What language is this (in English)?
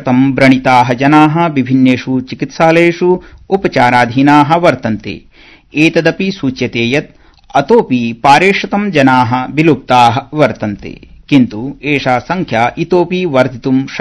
Sanskrit